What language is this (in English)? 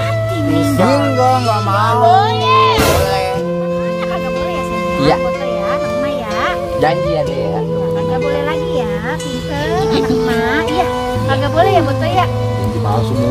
Betawi